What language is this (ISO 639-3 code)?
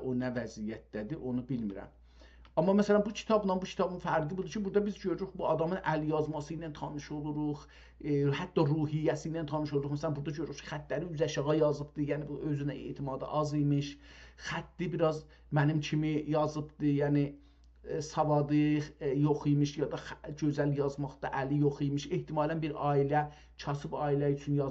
azb